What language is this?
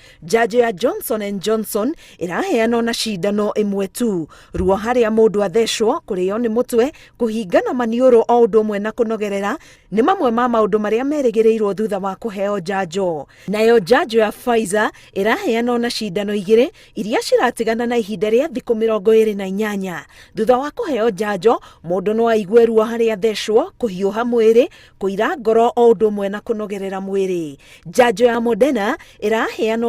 Kikuyu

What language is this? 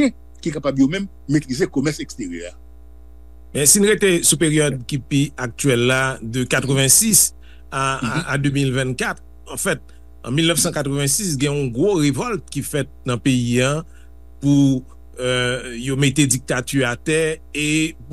Haitian Creole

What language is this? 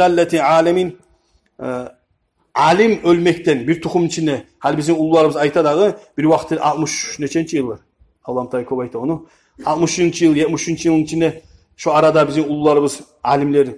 Kumyk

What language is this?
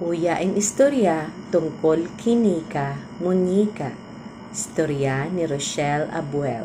Bikol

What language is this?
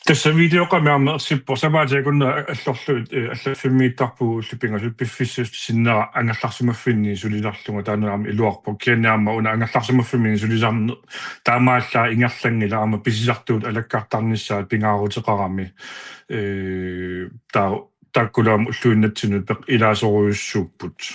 Kalaallisut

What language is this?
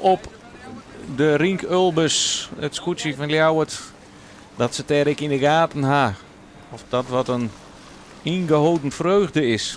Western Frisian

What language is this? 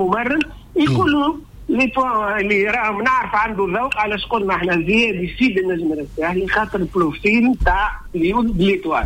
Tunisian Arabic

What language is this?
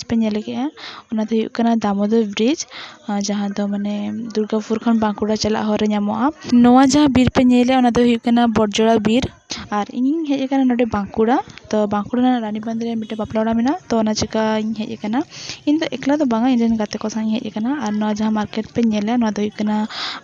Santali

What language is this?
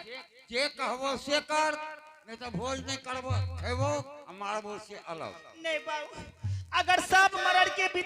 Angika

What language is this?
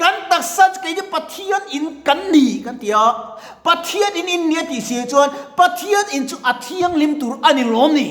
Mizo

